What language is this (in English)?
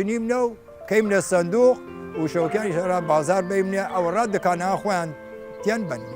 Southern Kurdish